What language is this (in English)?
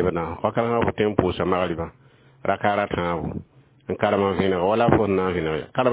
Mossi